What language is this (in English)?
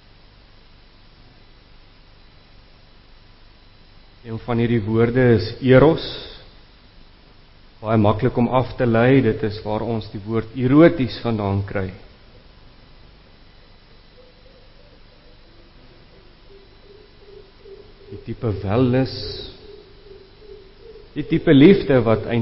Afrikaans